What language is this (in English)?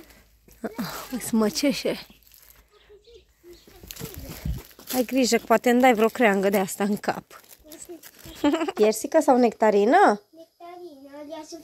Romanian